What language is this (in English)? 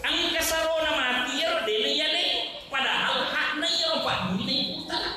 Buginese